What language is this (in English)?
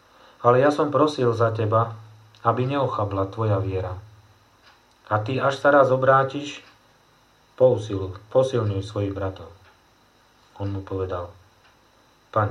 Slovak